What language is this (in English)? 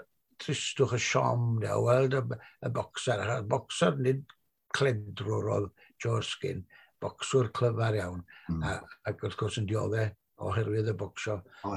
Welsh